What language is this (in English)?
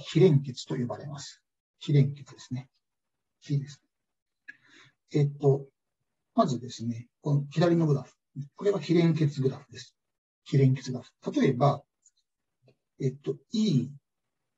Japanese